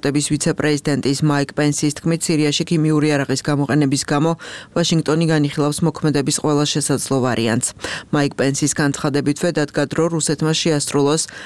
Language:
Georgian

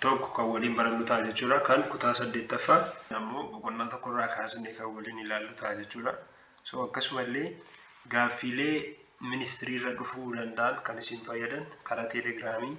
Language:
Oromo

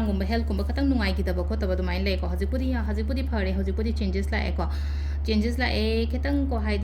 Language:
Manipuri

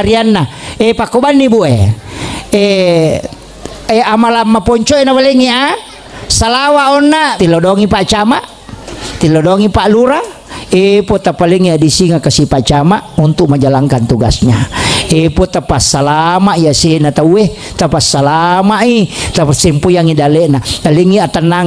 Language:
Buginese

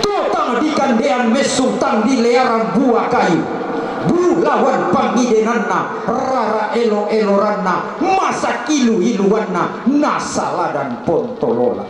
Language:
Toraja-Sa'dan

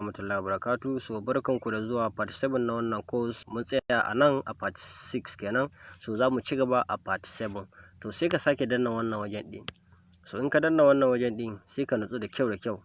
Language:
Hausa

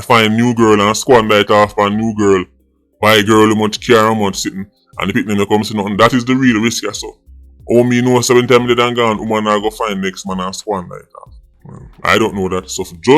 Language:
Jamaican Creole English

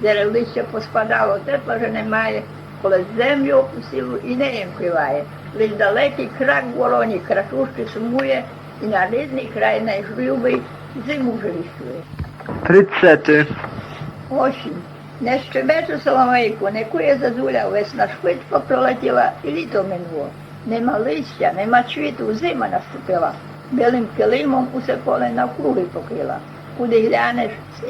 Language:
Rusyn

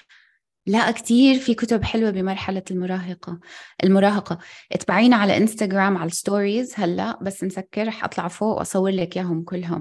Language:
North Levantine Arabic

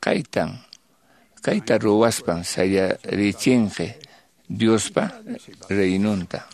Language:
Quechua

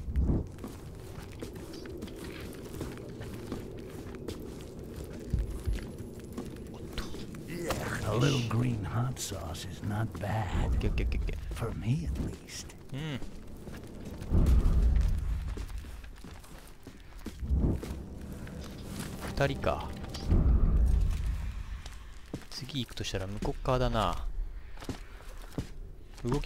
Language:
Japanese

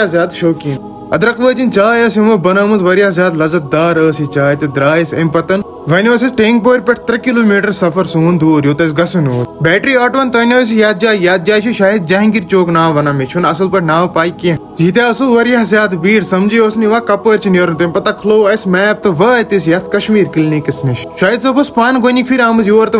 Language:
Kashmiri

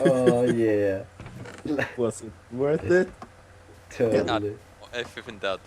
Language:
Faroese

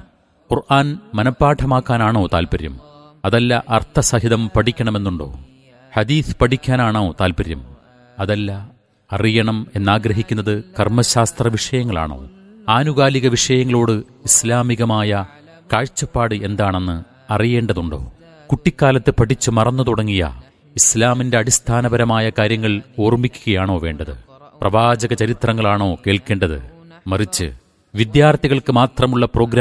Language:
Malayalam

